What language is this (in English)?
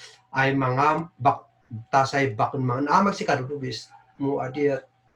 Kankanaey